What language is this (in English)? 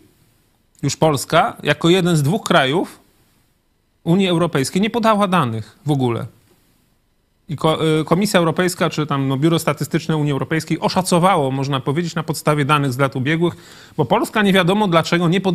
Polish